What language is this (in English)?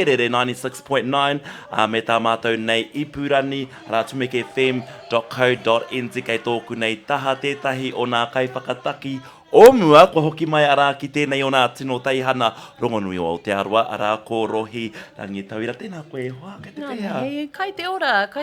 Māori